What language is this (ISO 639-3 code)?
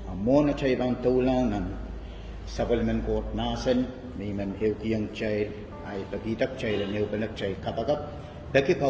pon